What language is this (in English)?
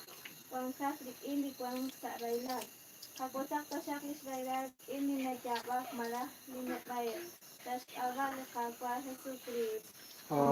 Kekchí